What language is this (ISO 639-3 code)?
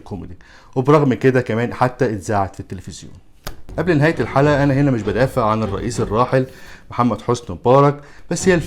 arz